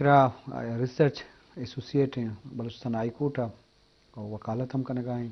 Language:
Eastern Balochi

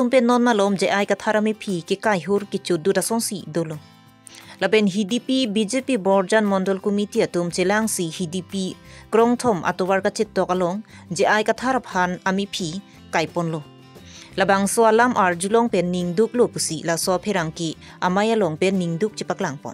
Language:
Karbi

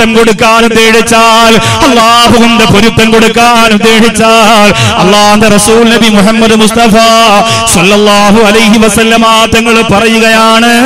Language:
Malayalam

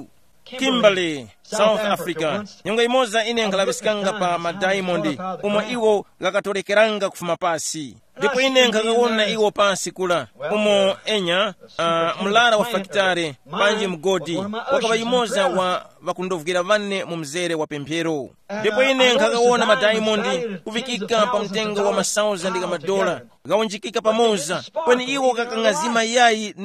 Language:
Tumbuka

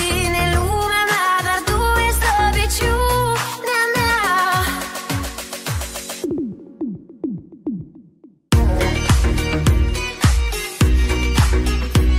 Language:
Romanian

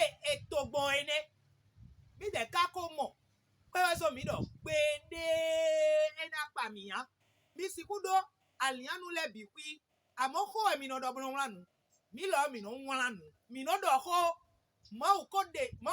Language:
Fon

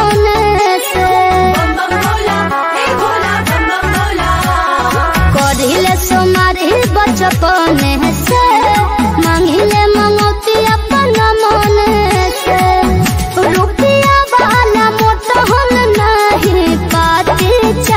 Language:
Bhojpuri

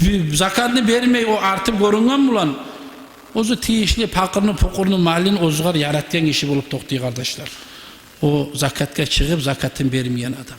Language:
Kumyk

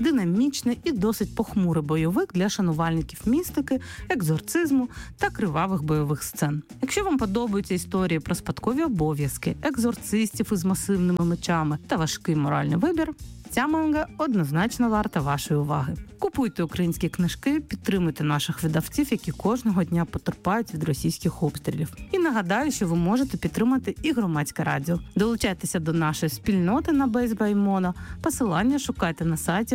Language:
Ukrainian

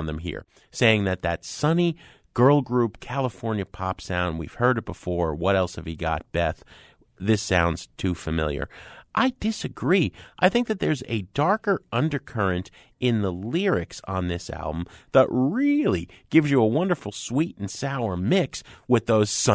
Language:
English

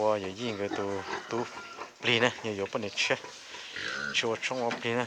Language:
Hmong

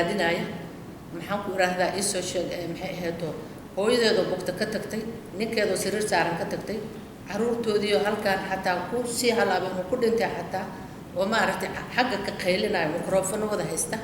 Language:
Somali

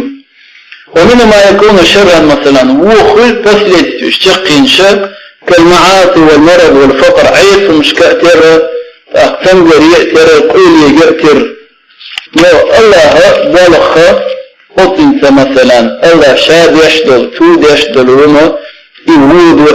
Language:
Chechen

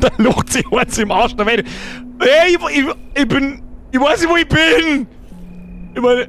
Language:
Bavarian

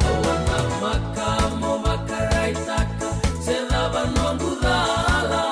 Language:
Fijian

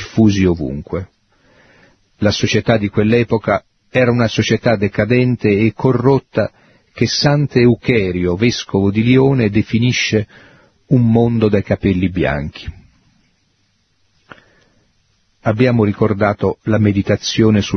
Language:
Italian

